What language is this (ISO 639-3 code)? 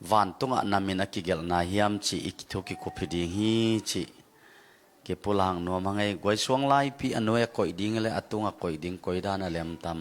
ctd